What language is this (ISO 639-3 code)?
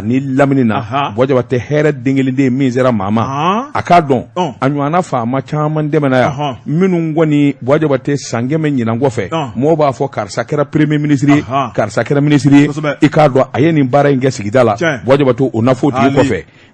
bam